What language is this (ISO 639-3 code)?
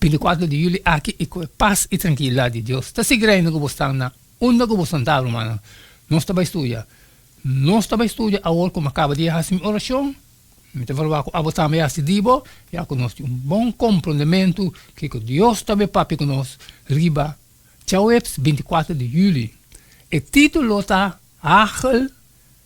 pap